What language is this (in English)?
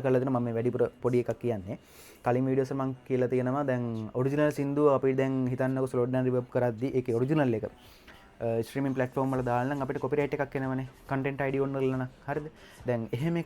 Sinhala